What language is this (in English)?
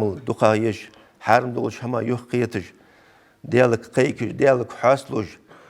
Ingush